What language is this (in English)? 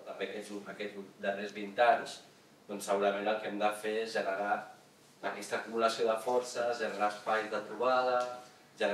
Catalan